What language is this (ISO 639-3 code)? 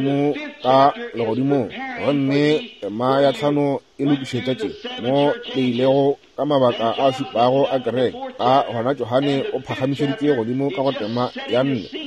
nso